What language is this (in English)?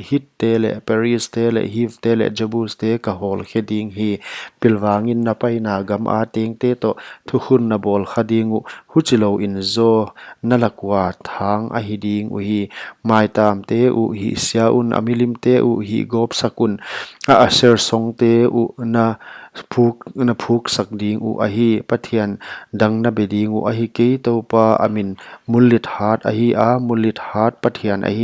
Paite Chin